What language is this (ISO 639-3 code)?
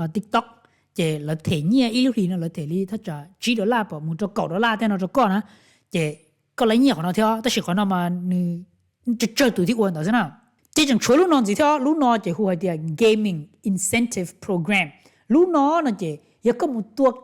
hmn